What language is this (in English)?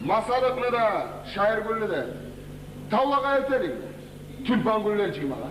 Kumyk